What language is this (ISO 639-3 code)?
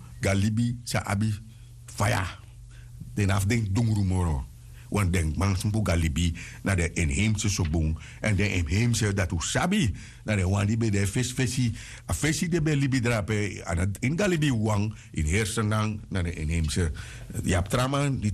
srn